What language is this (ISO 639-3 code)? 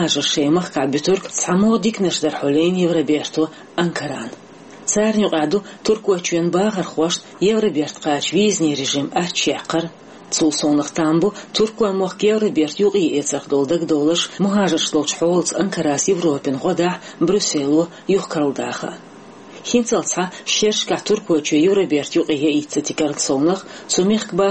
che